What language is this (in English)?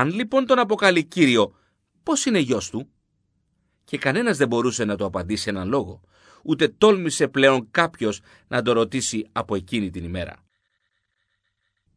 Greek